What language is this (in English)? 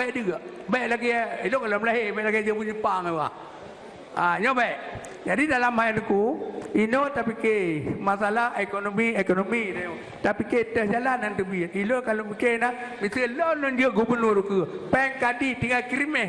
Achinese